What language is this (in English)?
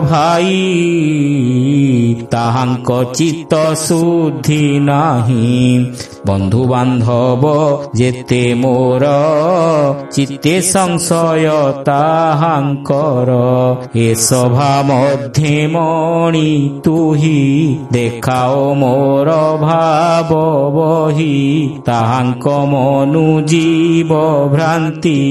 Odia